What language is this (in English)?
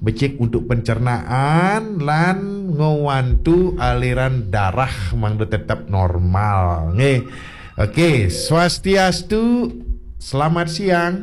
Balinese